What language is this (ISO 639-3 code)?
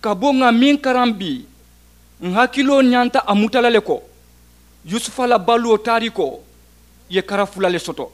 man